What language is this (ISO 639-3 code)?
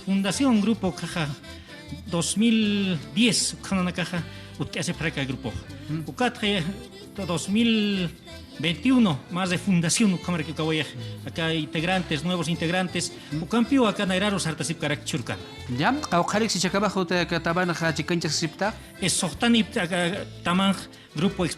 aym